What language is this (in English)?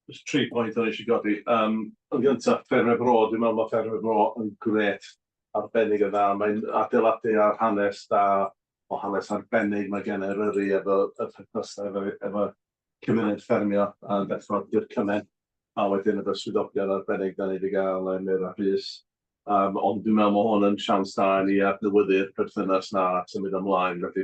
Welsh